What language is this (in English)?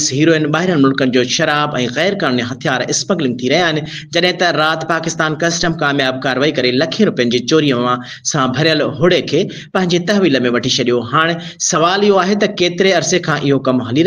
Sindhi